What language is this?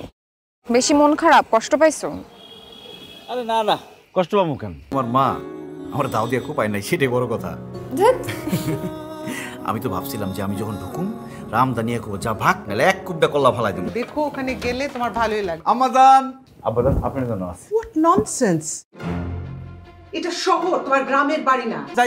Bangla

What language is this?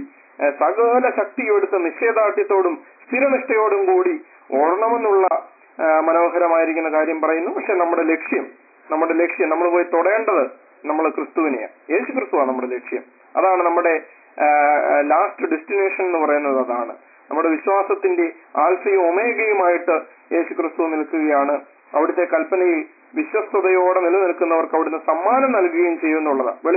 Malayalam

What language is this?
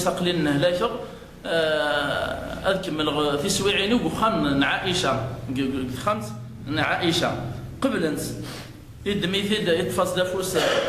Kabyle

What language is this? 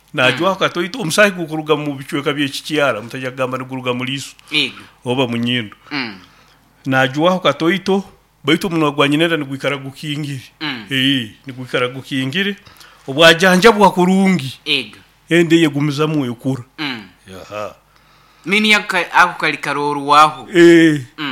Nyoro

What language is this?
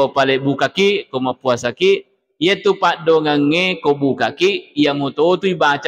Buginese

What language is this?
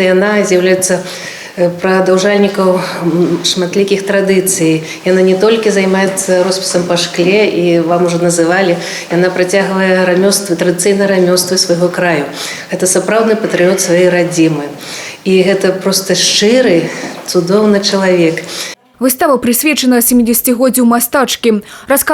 Belarusian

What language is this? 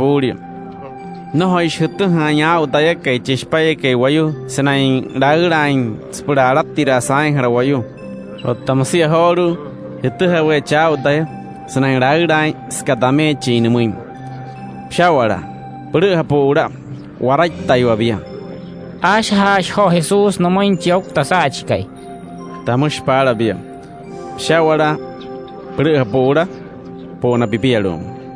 Wayuu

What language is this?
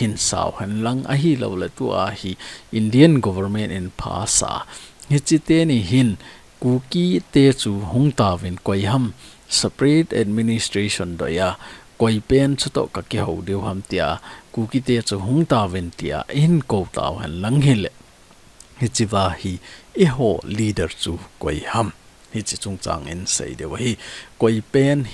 Thado Chin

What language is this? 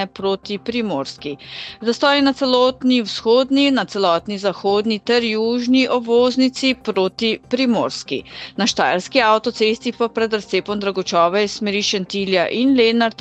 Slovenian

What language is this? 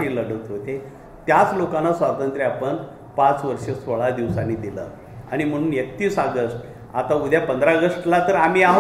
Marathi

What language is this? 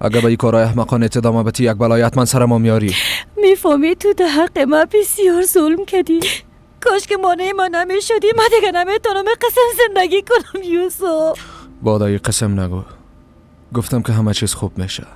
Persian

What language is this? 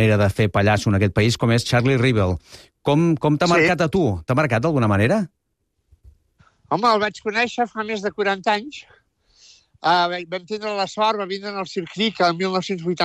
Catalan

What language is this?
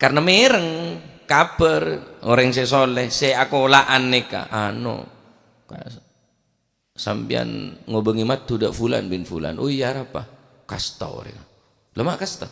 Madurese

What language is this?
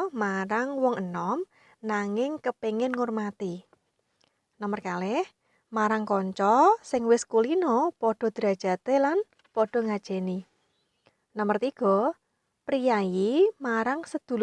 Javanese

